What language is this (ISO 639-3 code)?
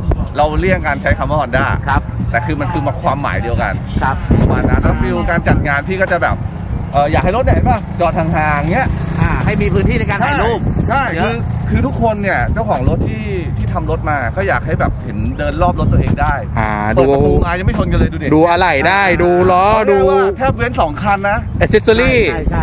tha